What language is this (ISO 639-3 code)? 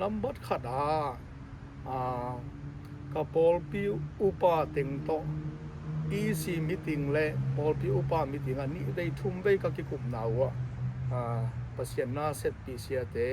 ctd